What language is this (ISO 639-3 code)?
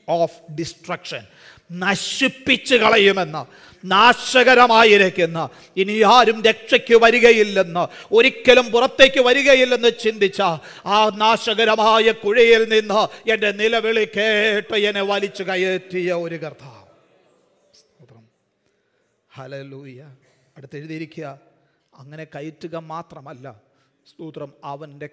mal